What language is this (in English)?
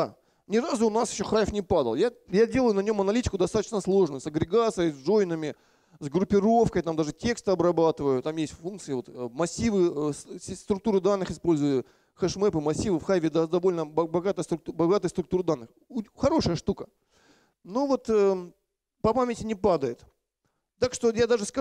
Russian